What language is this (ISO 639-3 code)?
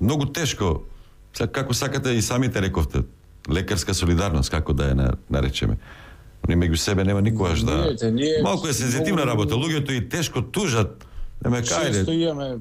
mkd